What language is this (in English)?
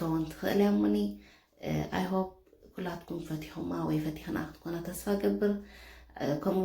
Tigrinya